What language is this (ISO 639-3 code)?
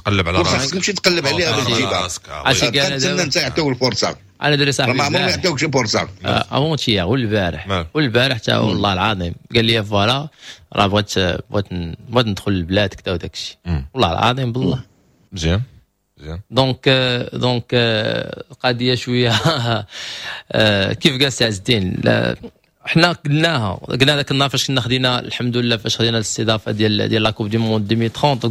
ary